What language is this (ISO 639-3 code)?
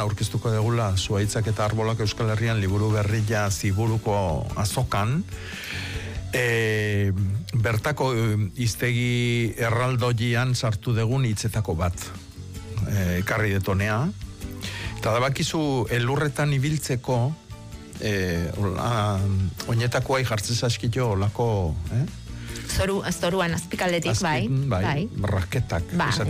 eus